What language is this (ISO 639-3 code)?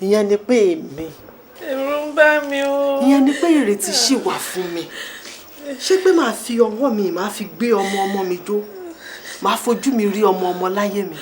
yor